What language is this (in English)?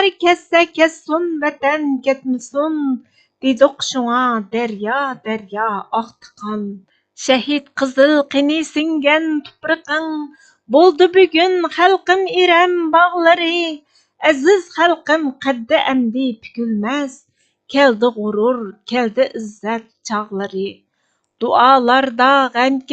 Uyghur